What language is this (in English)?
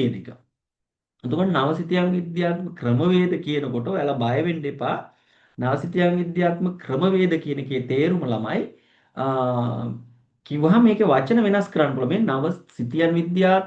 Sinhala